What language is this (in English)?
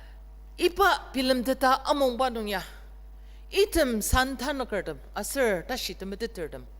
Ao Naga